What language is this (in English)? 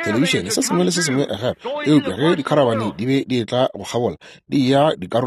Northern Sotho